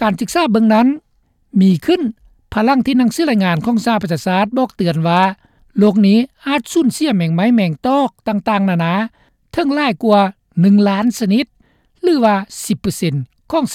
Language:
Lao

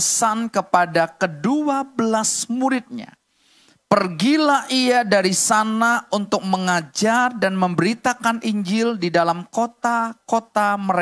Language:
Indonesian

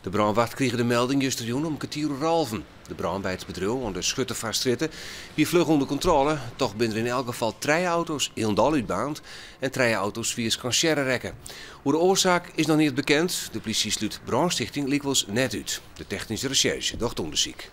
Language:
Western Frisian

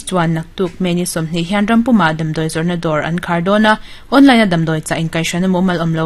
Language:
Mizo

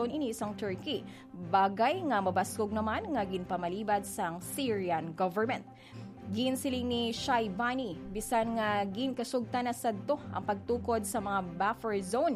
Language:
Hiligaynon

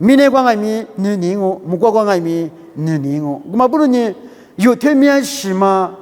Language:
Lisu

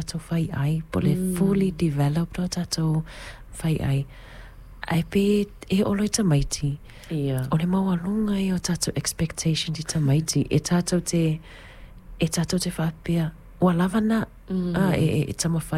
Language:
Samoan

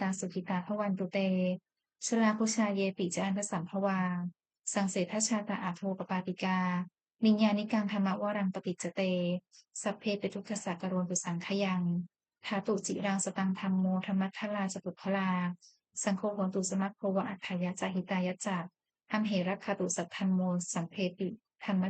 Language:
Pali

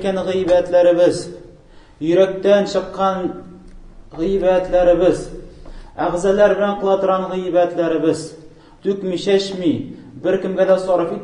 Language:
Tatar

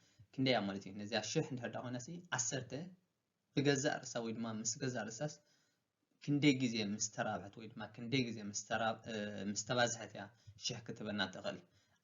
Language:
Tigrinya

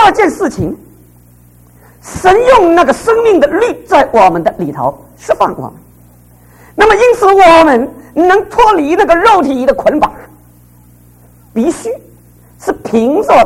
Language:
Chinese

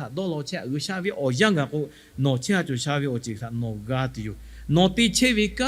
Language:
Lahu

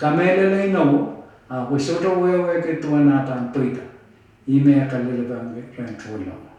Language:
Pohnpeian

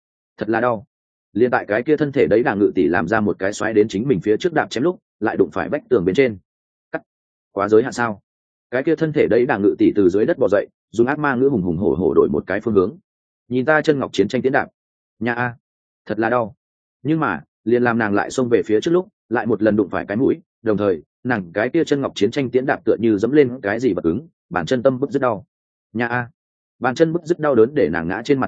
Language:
Vietnamese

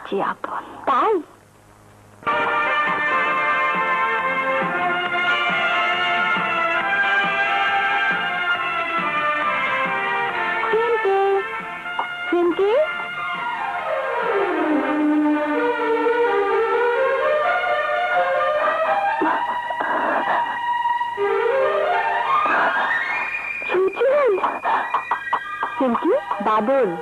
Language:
Bangla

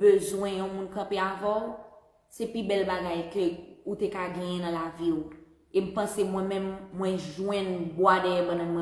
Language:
Haitian Creole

